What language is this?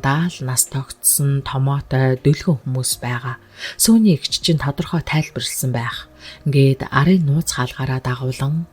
Mongolian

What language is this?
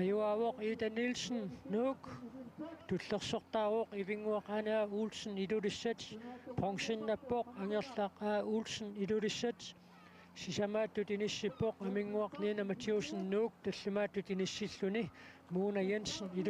Kalaallisut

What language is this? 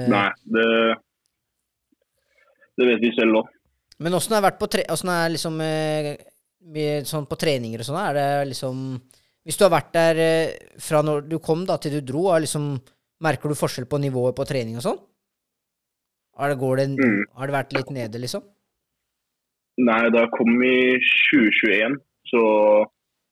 Norwegian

